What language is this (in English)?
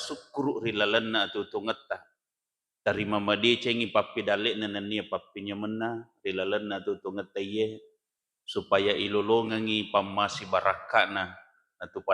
Buginese